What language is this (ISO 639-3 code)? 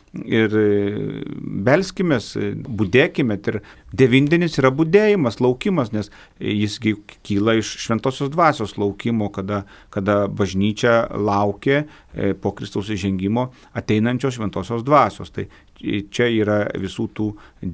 lit